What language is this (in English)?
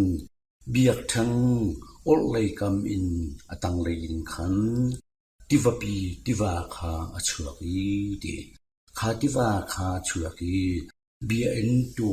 Hakha Chin